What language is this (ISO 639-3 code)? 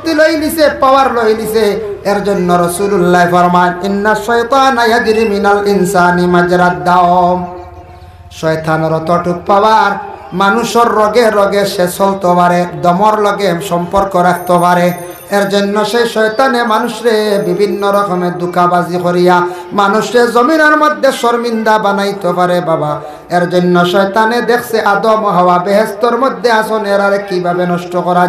syl